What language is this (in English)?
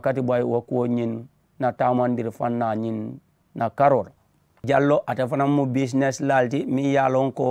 Mandingo